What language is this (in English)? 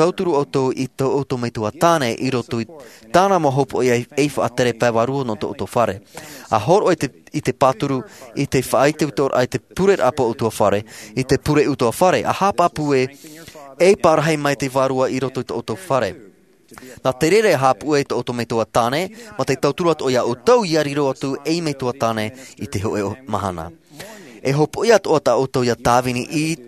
Tahitian